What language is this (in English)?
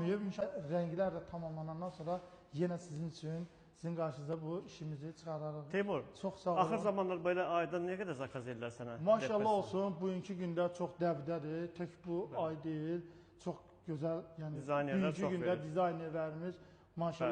Azerbaijani